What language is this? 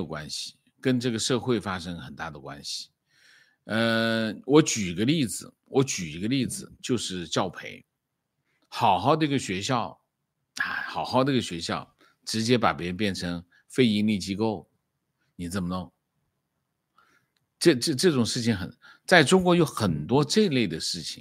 Chinese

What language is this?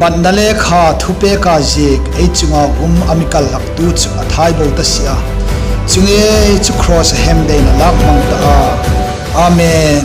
Hmar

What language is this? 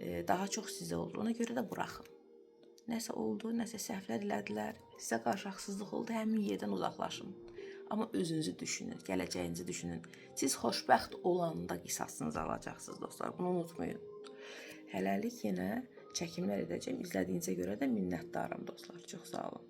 Azerbaijani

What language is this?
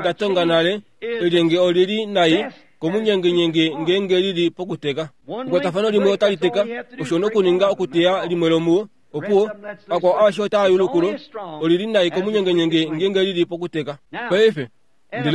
Kuanyama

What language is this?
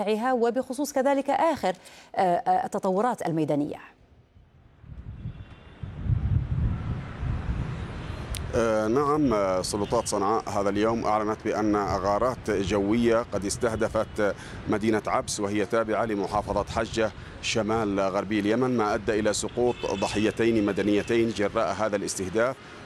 Arabic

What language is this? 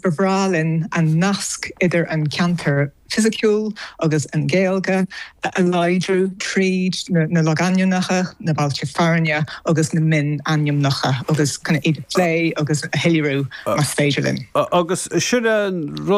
Irish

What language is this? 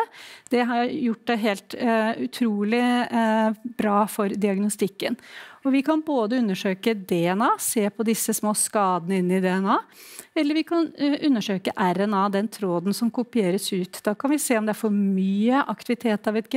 Norwegian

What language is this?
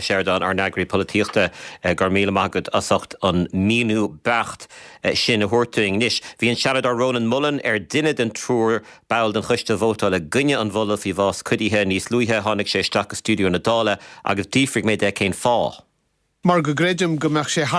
Irish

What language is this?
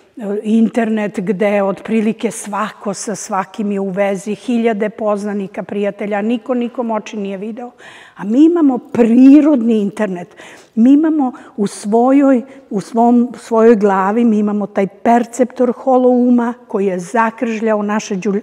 Serbian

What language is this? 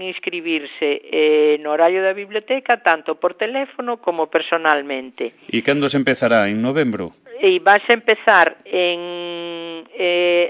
Galician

